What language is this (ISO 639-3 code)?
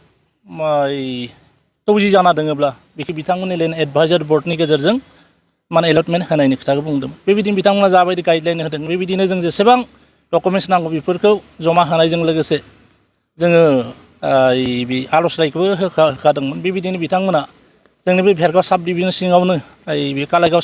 brx